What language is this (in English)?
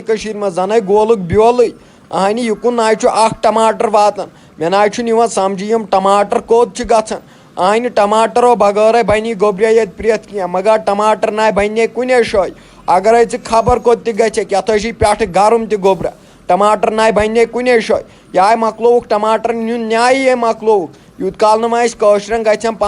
Kashmiri